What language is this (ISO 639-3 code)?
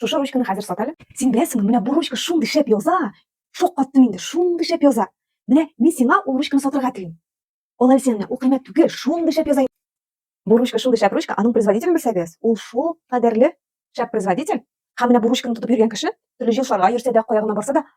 tat